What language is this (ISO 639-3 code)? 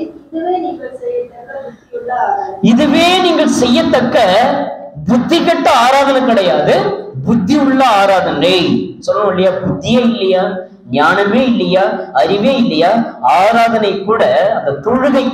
tam